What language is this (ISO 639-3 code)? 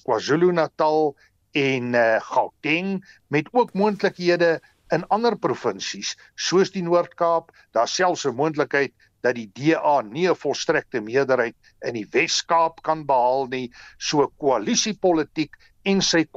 afr